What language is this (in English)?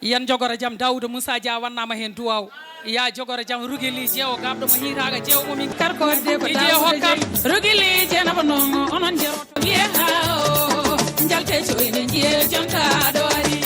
Fula